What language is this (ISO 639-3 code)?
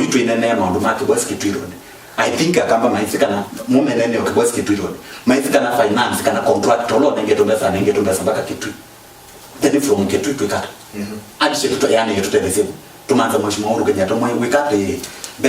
kam